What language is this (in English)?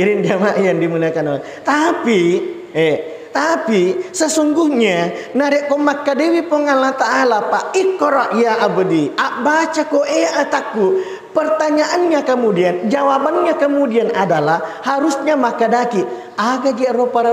Buginese